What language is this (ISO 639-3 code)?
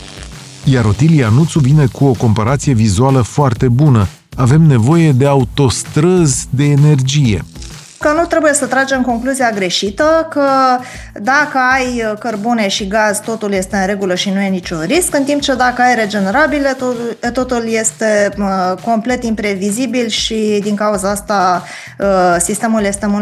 ron